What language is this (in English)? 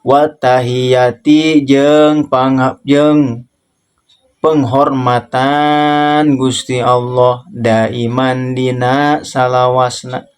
Sundanese